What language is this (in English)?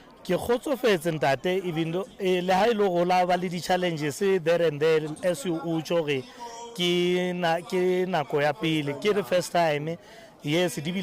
Southern Sotho